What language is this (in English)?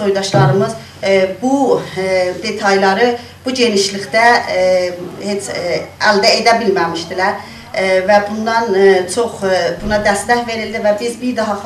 South Azerbaijani